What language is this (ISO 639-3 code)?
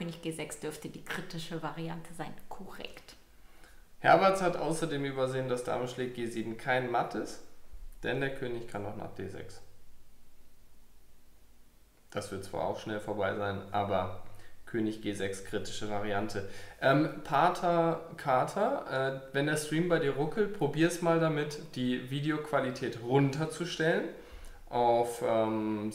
deu